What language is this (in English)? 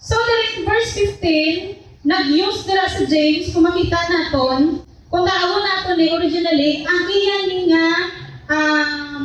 Hiligaynon